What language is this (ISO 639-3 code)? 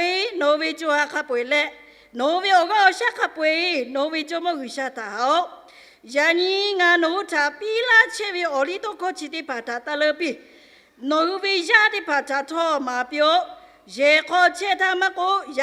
lhu